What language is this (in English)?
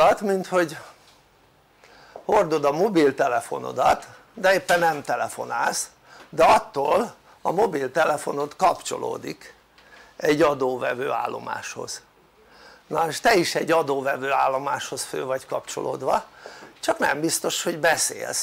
Hungarian